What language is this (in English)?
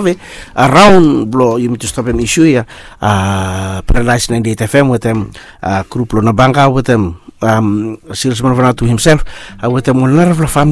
Bislama